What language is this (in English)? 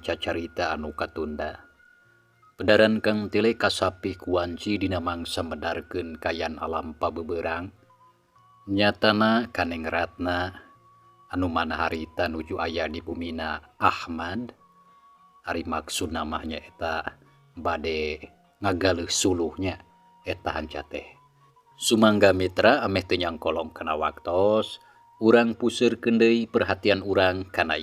Sundanese